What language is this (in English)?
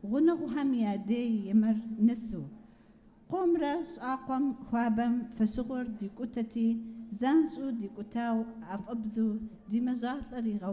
Kabardian